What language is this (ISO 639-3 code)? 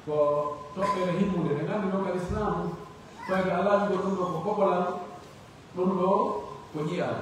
fuf